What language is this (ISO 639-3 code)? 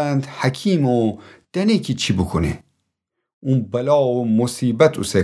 glk